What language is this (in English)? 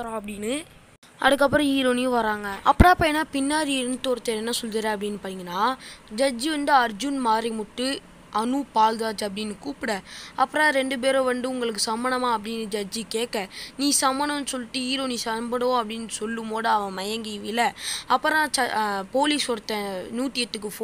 Tamil